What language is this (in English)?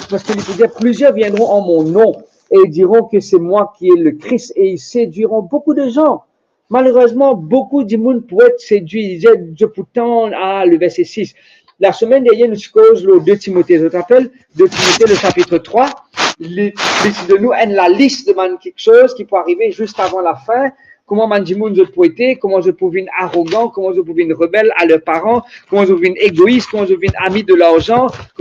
Morisyen